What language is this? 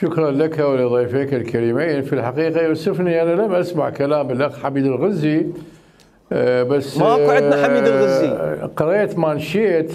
Mesopotamian Arabic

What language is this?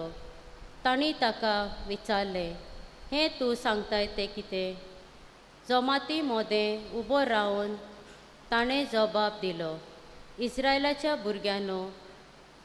Konkani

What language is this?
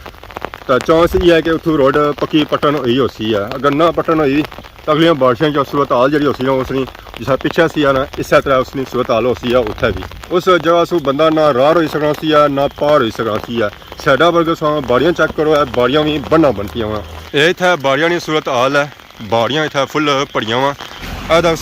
Pahari-Potwari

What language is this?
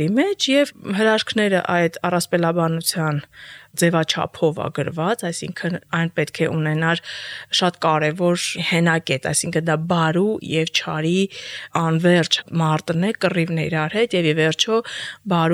Armenian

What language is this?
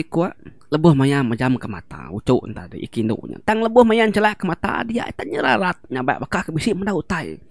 Iban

